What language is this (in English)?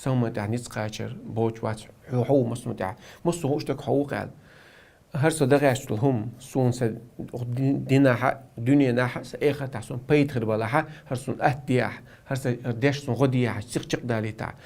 Chechen